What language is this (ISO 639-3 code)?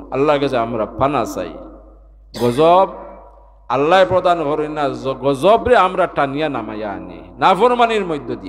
syl